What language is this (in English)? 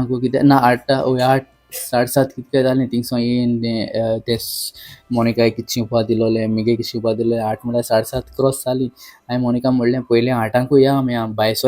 Konkani